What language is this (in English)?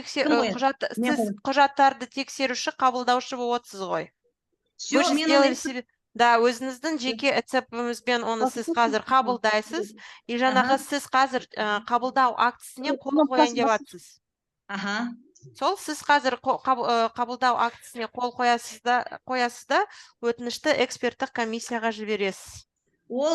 Kazakh